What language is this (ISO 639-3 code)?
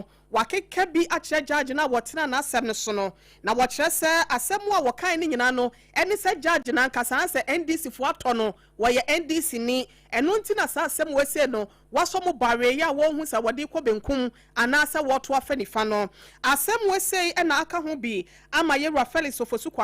aka